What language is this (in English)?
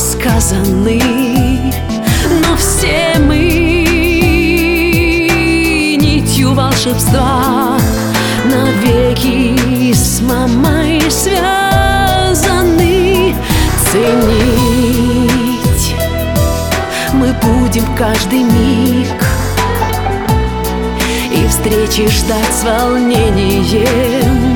Russian